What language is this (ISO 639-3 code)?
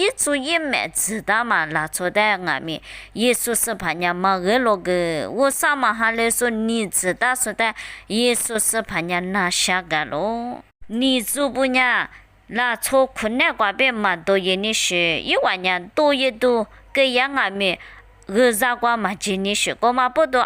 lis